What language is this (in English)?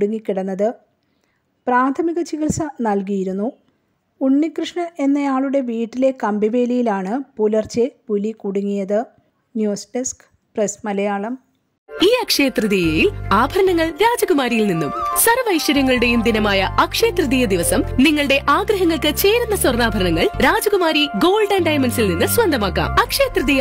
Malayalam